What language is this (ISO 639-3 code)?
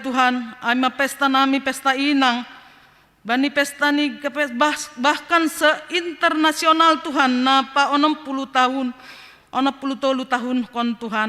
bts